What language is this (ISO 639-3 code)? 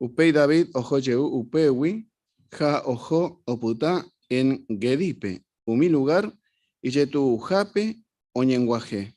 grn